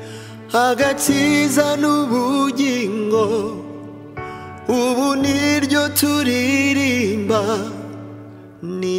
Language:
Kinyarwanda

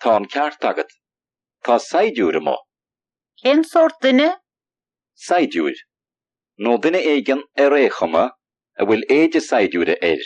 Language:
Irish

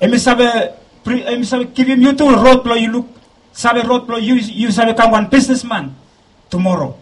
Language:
Bislama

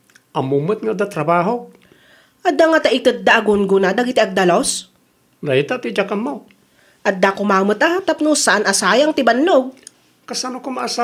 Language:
Iloko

